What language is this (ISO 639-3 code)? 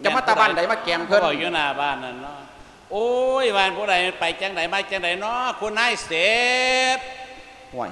lao